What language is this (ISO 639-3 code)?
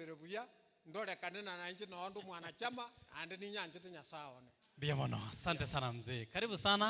guz